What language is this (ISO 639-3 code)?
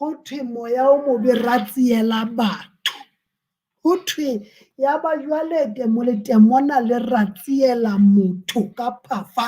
sot